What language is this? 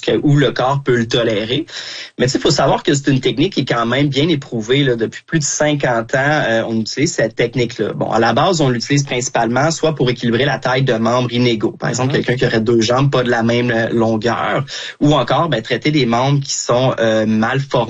French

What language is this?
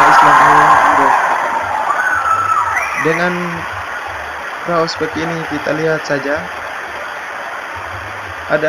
Indonesian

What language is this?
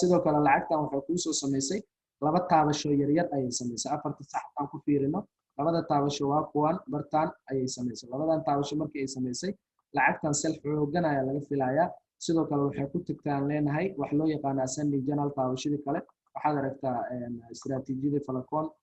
Somali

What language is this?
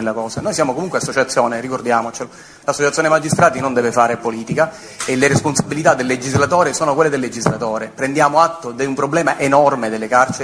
Italian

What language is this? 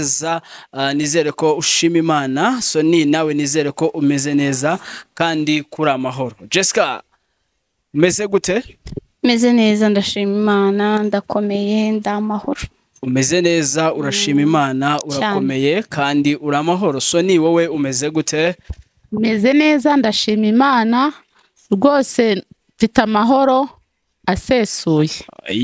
Kinyarwanda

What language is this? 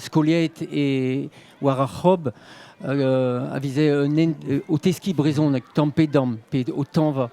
Breton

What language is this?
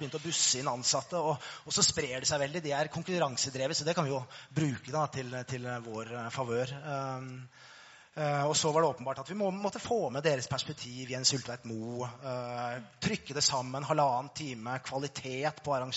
Norwegian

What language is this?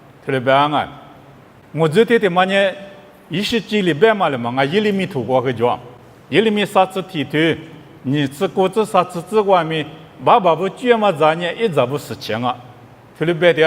Lisu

